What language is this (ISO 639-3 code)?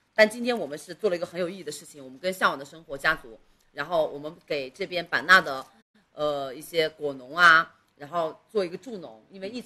zho